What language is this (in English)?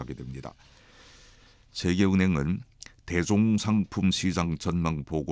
Korean